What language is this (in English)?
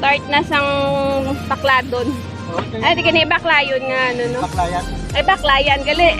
Hiligaynon